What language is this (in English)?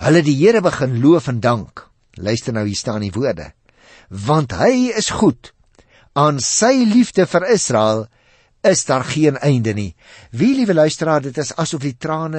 Afrikaans